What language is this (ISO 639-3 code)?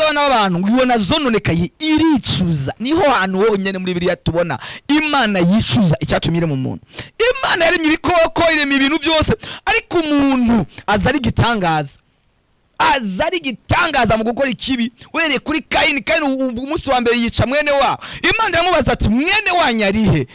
run